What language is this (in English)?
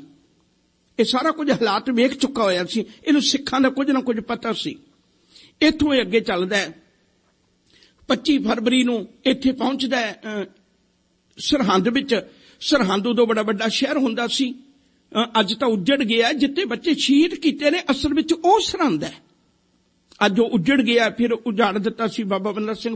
Punjabi